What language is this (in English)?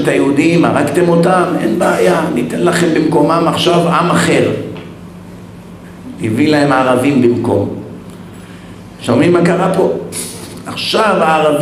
Hebrew